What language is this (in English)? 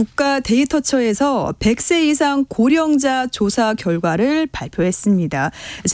Korean